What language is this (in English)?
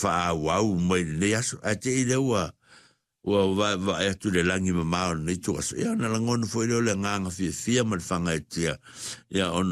Samoan